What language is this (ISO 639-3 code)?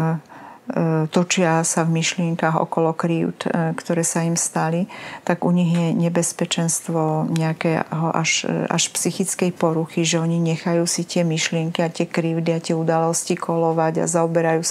slk